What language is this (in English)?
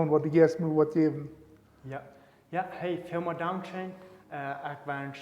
Plautdietsch